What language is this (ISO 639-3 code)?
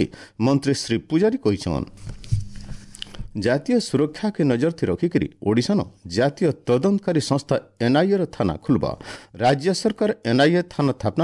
ori